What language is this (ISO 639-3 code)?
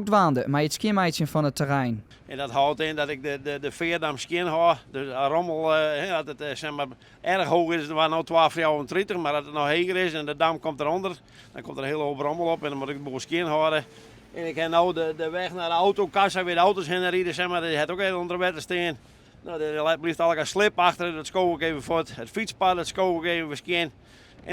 fry